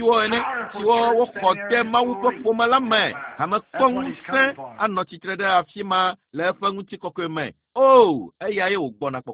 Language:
Ewe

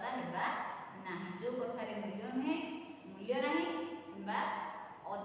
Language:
Odia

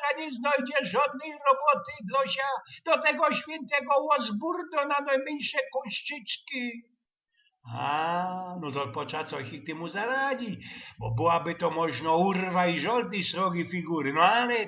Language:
Silesian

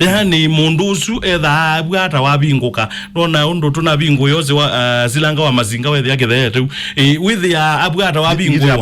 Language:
Kamba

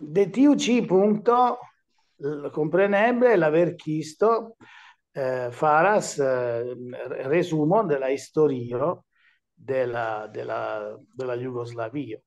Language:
Esperanto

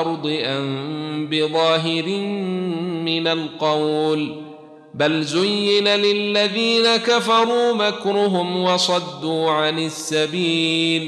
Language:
Arabic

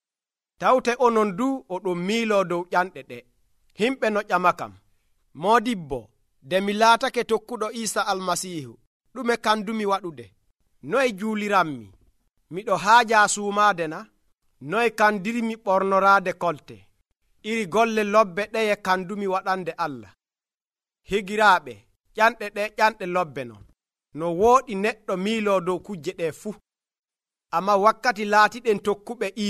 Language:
Nigerian Fulfulde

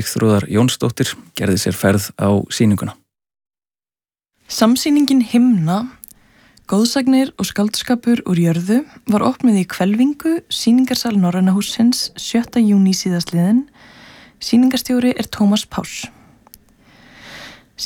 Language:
Icelandic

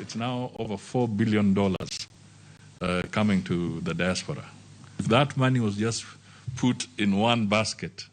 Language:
Luo (Kenya and Tanzania)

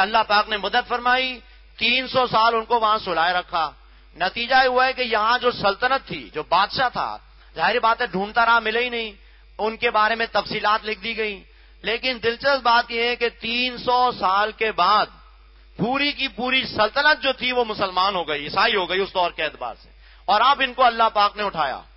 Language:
Urdu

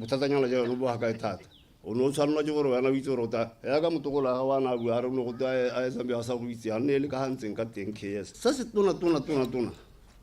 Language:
Tswana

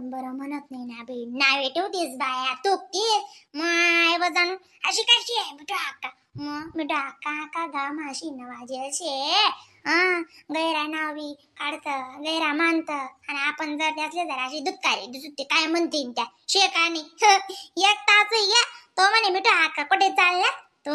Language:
Khandesi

